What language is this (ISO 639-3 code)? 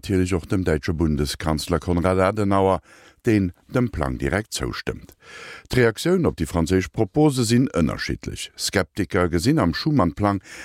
ltz